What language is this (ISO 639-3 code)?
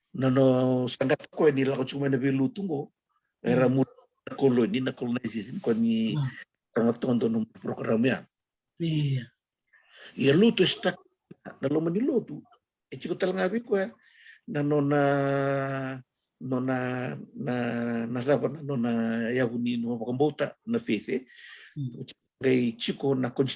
fij